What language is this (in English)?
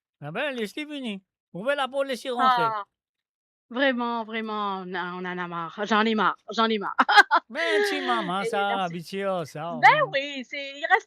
Morisyen